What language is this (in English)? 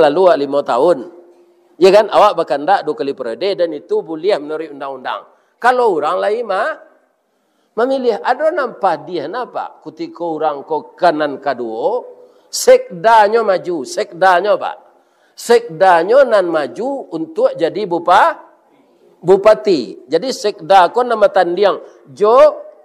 Minangkabau